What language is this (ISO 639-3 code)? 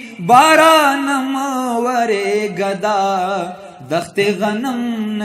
pus